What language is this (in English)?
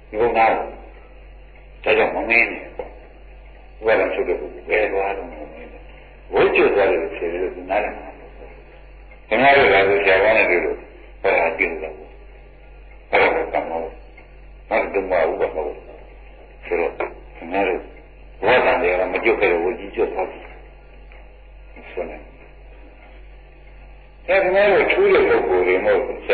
Burmese